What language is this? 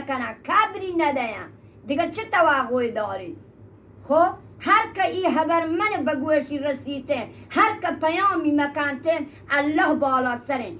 Eastern Balochi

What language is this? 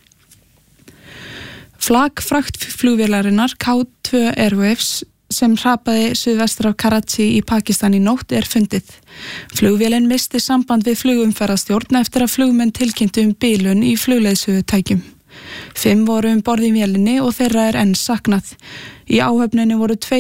Icelandic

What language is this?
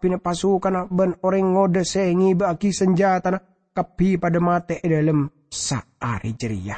Madurese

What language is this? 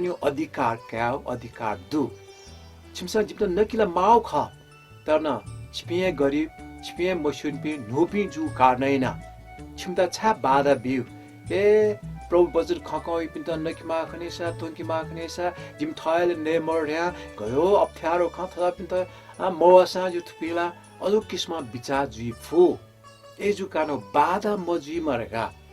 Newari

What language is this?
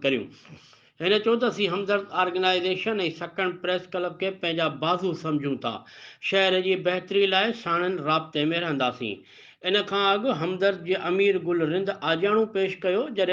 Sindhi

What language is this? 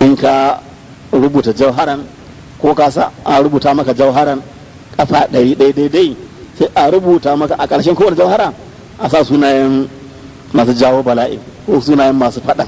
Hausa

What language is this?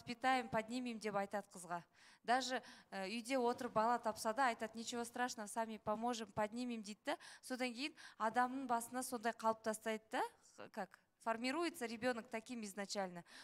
Kazakh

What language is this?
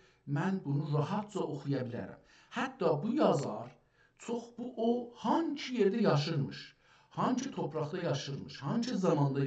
South Azerbaijani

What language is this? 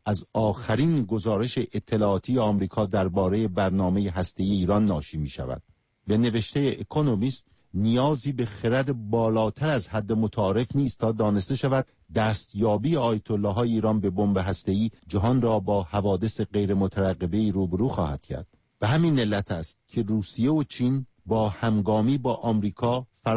Persian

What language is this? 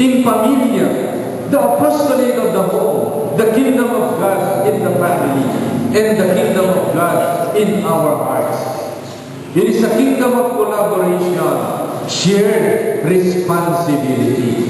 Pampanga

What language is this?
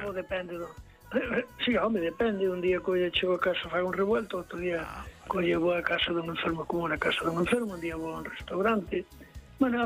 Galician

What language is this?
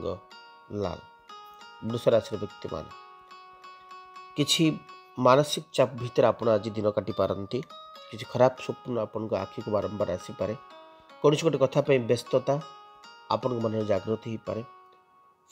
Odia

